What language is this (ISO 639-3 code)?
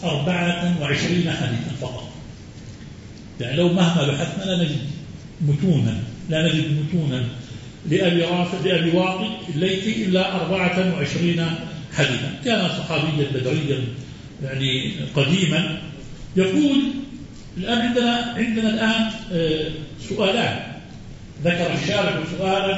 ara